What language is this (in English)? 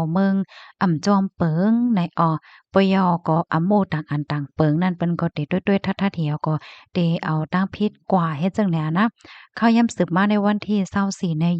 Shan